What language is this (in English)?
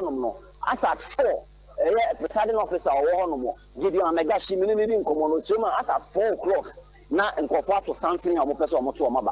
Akan